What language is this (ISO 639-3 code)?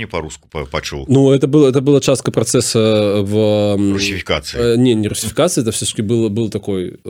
bel